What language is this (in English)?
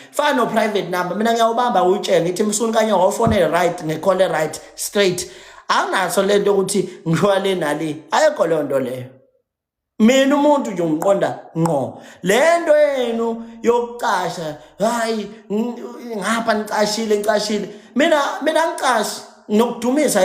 Zulu